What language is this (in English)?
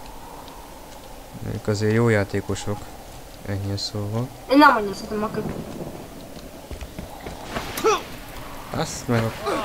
Hungarian